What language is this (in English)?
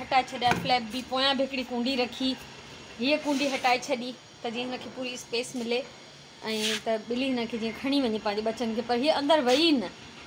Sindhi